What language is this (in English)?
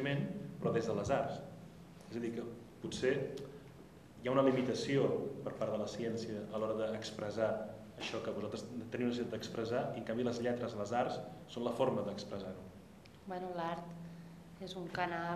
Catalan